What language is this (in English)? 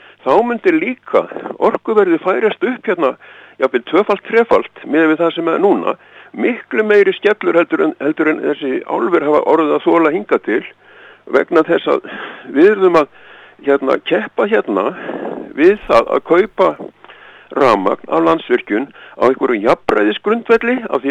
Icelandic